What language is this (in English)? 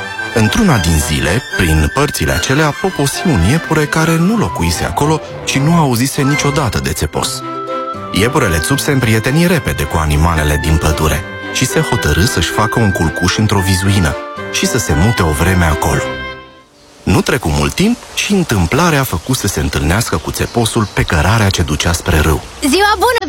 Romanian